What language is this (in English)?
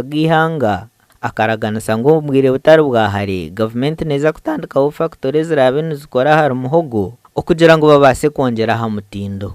Nyankole